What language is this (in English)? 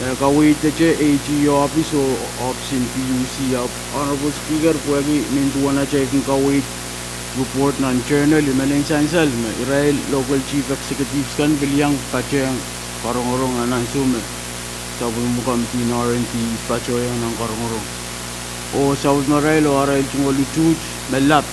Pohnpeian